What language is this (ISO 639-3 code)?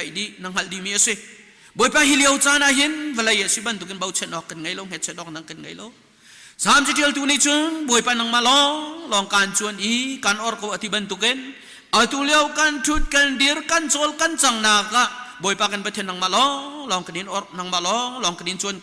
cnh